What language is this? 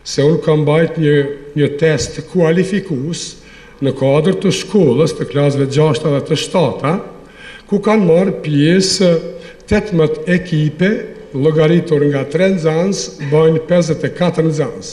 Albanian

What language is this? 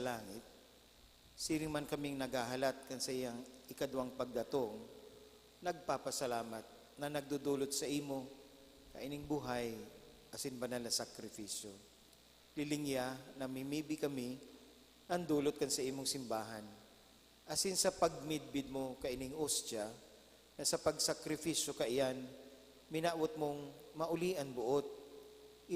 Bikol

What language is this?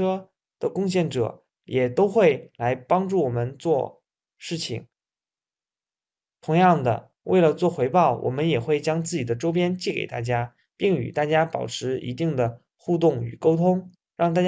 Chinese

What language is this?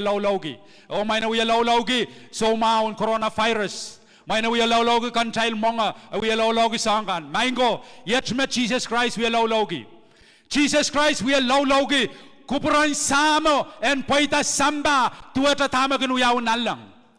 Pohnpeian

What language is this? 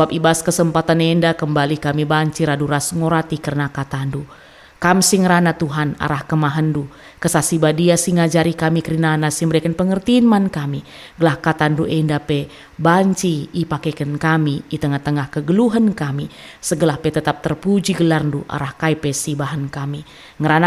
Batak Karo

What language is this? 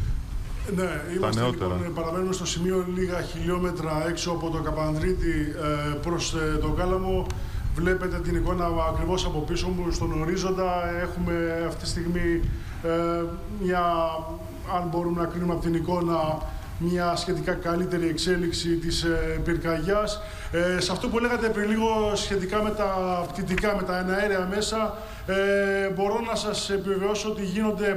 Greek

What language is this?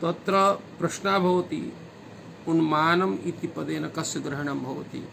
Sanskrit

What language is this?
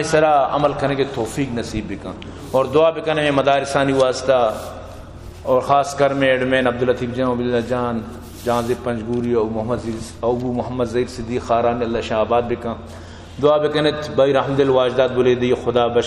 Baluchi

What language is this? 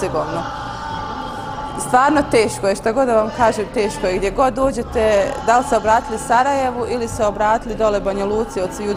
Bosnian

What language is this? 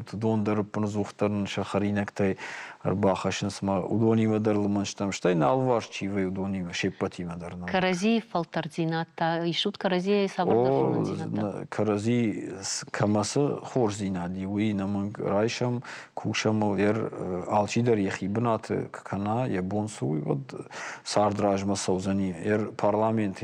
Ossetic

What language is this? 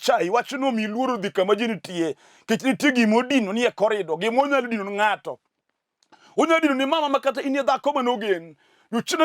Luo (Kenya and Tanzania)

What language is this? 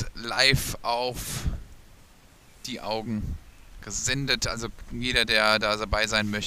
German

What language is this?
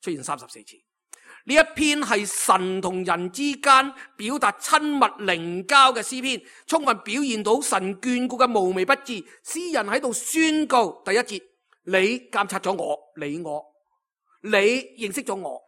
Cantonese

